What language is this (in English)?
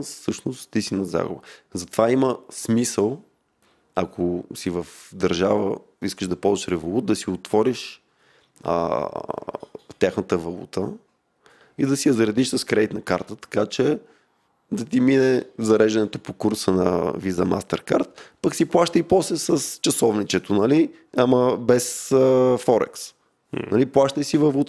Bulgarian